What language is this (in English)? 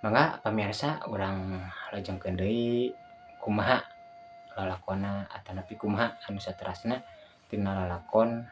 Sundanese